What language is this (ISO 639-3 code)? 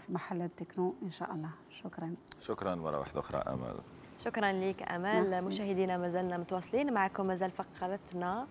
arq